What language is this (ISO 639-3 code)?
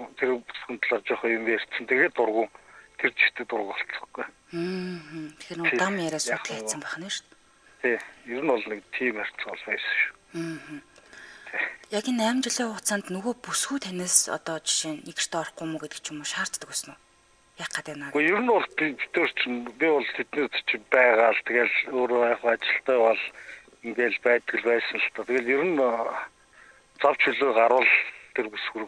mon